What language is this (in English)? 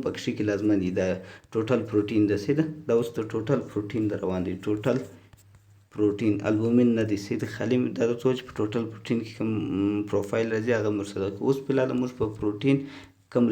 Pashto